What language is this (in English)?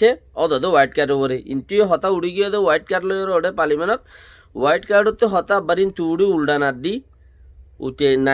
Rohingya